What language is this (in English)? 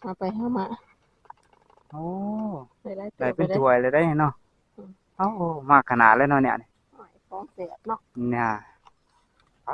Lao